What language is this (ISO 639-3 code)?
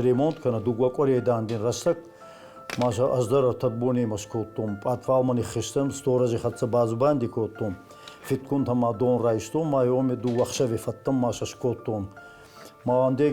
oss